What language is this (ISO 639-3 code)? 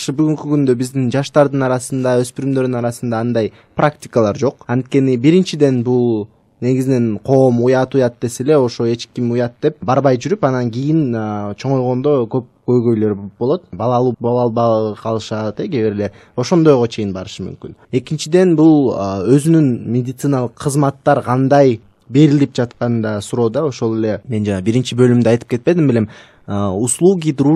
kir